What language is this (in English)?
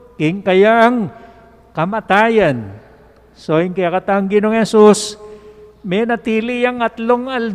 Pampanga